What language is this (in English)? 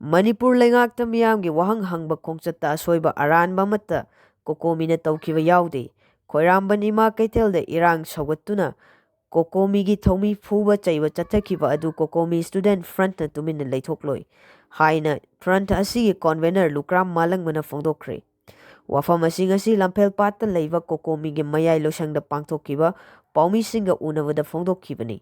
Manipuri